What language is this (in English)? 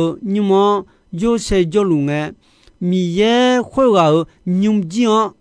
Akha